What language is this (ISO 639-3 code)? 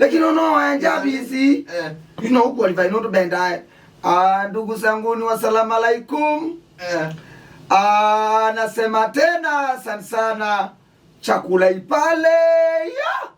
kam